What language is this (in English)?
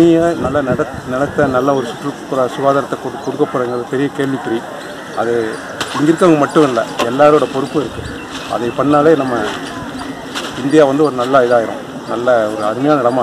Tamil